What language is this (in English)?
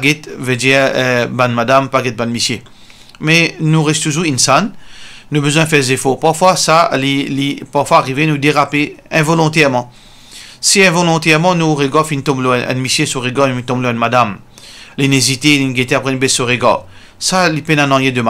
Morisyen